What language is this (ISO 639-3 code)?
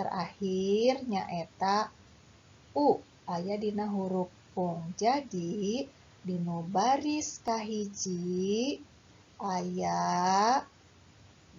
sun